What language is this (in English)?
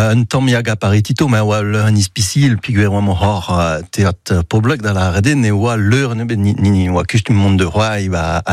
Breton